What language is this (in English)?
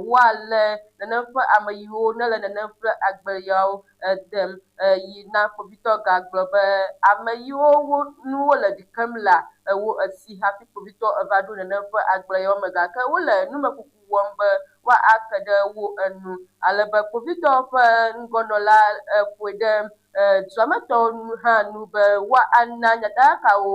Ewe